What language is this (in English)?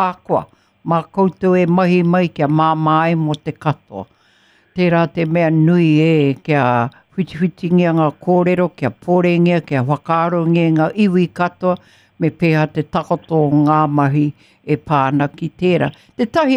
Māori